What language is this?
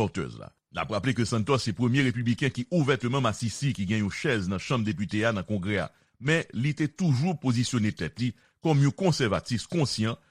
Haitian Creole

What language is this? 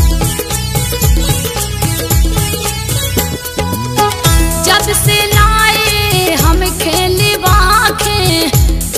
Bundeli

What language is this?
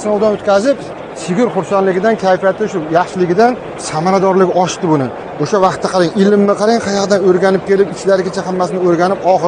Uzbek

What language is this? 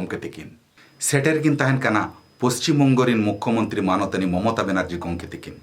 Santali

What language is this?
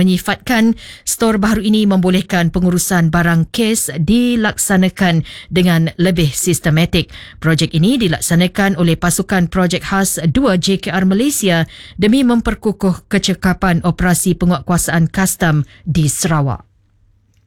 Malay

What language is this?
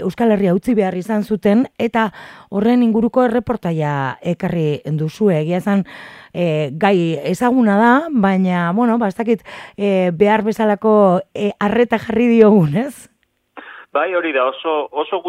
Basque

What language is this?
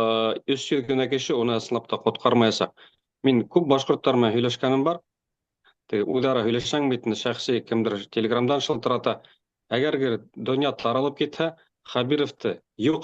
Bashkir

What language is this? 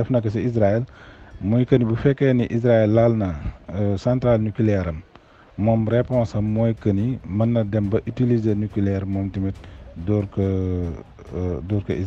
Wolof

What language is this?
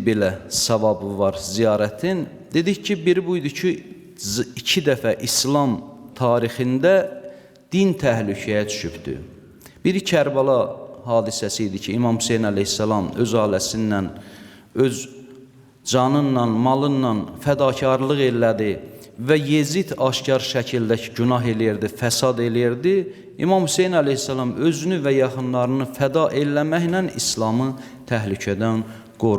Azerbaijani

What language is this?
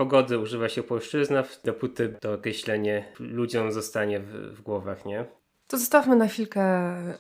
Silesian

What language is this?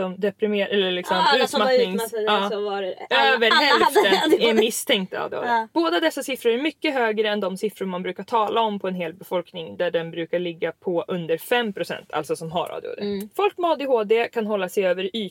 Swedish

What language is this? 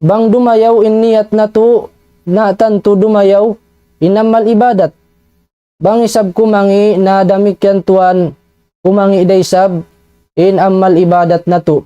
Tausug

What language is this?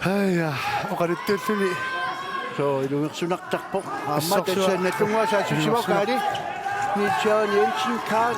Kalaallisut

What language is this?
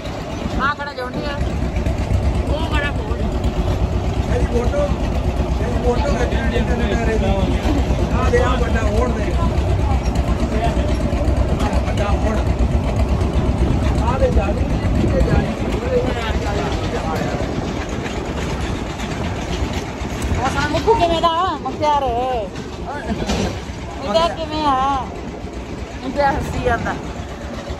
Punjabi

